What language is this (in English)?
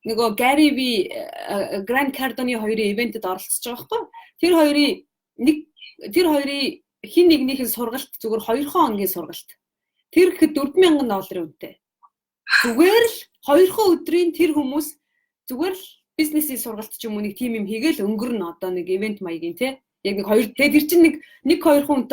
Mongolian